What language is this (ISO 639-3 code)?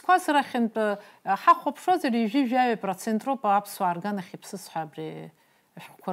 abk